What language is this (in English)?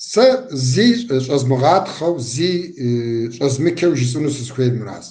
Kabardian